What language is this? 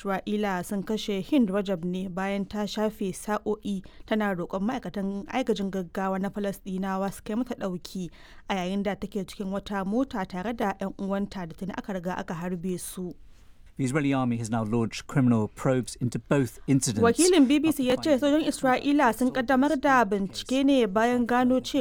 Hausa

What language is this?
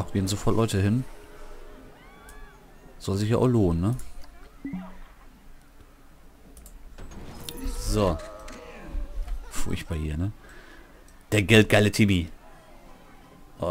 German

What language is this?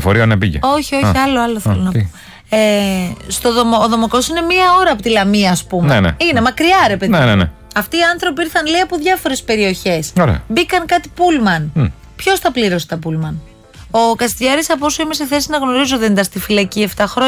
Greek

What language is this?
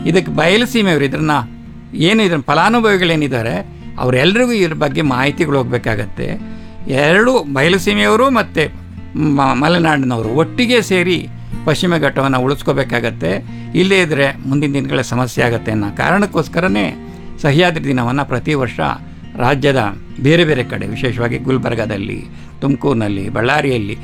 Kannada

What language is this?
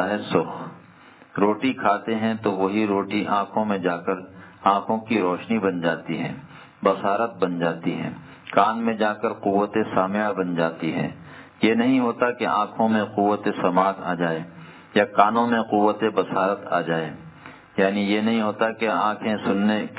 Urdu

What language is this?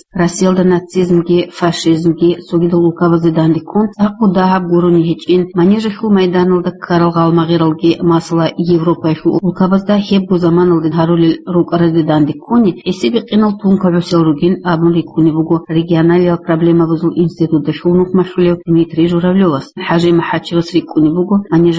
Avaric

